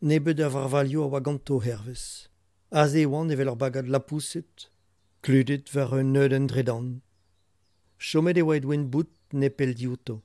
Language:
Breton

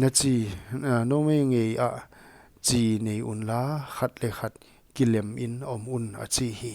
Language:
Paite Chin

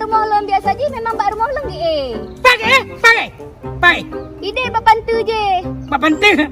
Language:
Achinese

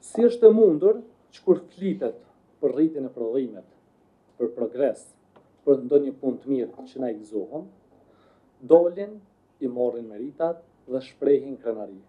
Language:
Albanian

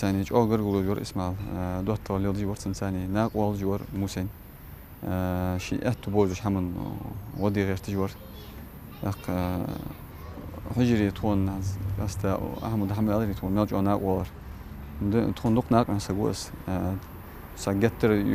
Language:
Ingush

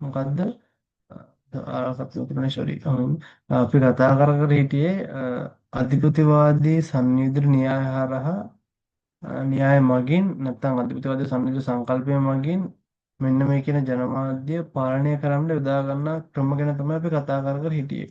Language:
Sinhala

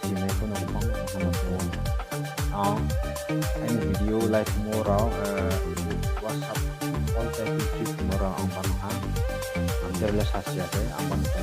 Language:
Riang (India)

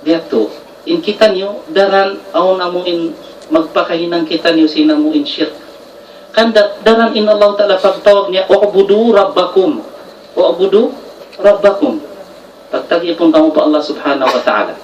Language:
Tausug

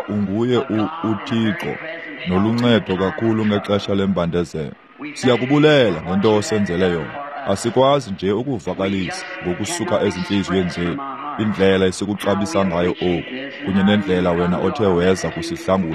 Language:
Xhosa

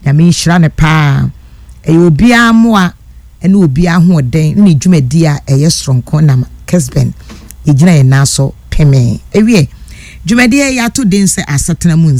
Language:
Akan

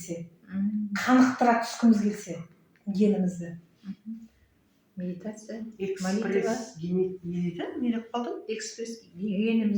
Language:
Kazakh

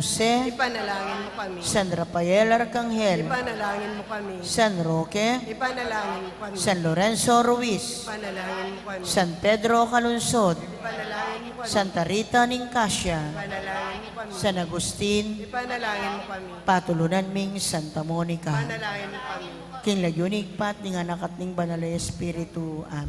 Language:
Pampanga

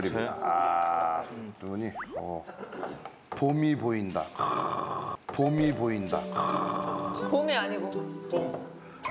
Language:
Korean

